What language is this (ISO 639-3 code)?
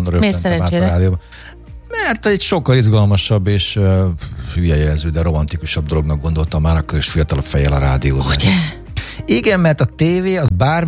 hun